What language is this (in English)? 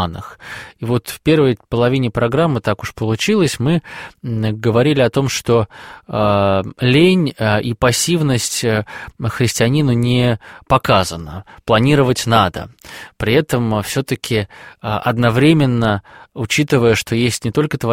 Russian